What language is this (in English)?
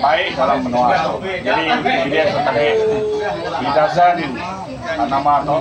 Iban